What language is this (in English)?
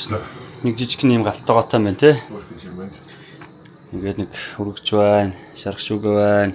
Mongolian